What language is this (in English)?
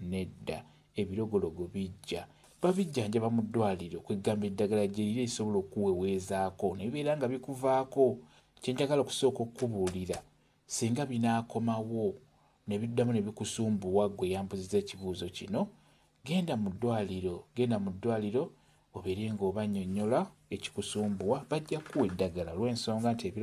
Ganda